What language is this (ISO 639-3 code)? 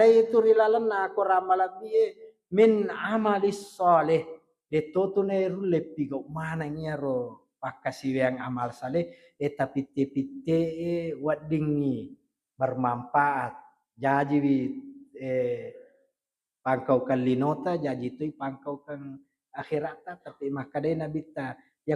bug